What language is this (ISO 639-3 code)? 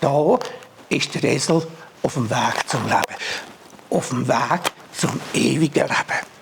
gsw